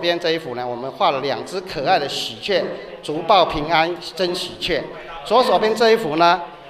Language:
Chinese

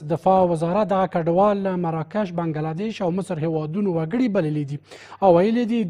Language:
Pashto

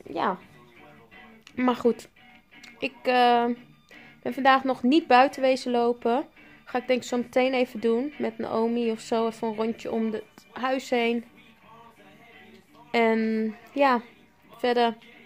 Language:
Dutch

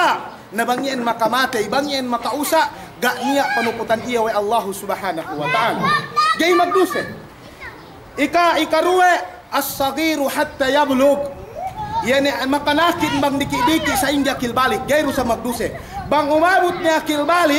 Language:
Yakan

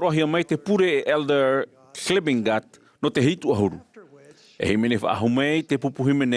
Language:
Tahitian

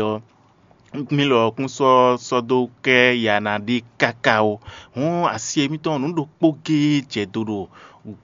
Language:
Fon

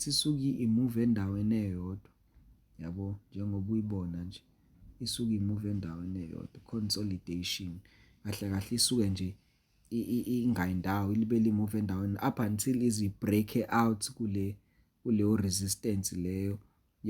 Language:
Zulu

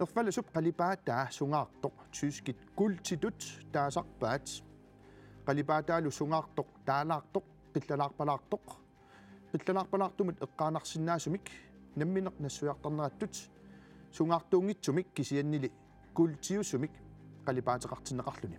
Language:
Kalaallisut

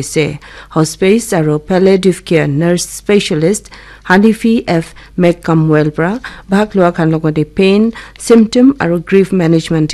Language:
Naga Pidgin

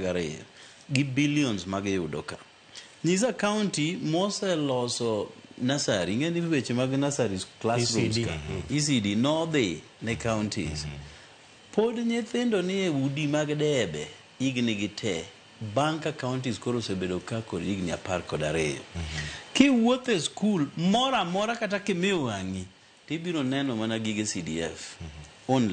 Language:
Luo (Kenya and Tanzania)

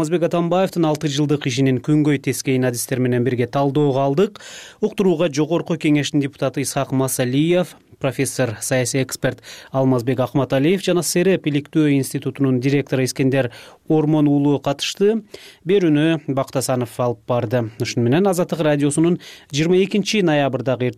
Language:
Kyrgyz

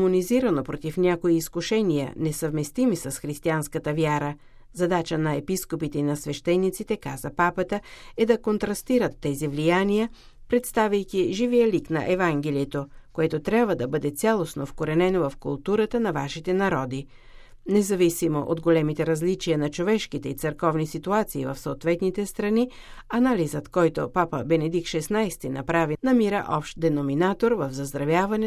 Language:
Bulgarian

